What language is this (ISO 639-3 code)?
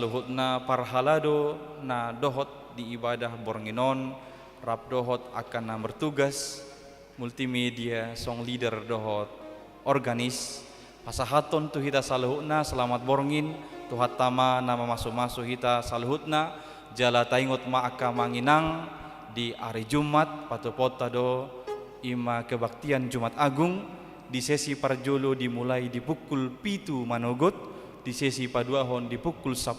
bbc